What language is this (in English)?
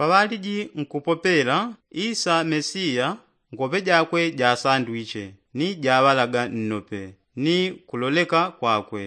Yao